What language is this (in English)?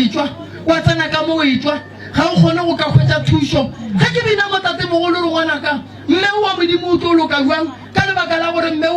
Northern Sotho